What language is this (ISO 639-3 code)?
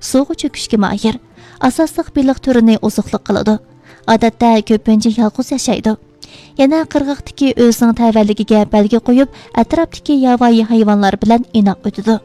uig